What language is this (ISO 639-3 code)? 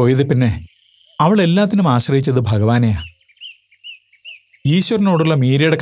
mal